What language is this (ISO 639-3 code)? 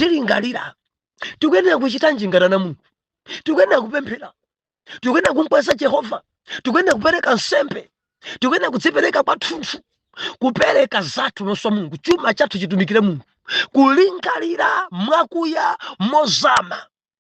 nya